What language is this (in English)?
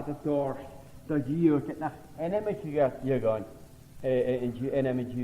Scottish Gaelic